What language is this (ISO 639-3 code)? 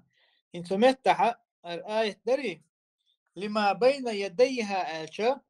che